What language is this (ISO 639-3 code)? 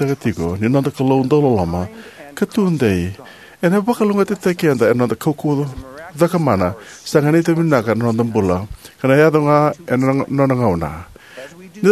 fij